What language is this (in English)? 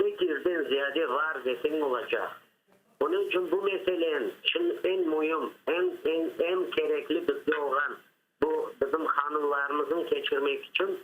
Crimean Tatar